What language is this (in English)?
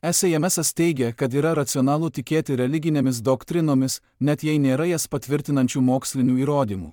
Lithuanian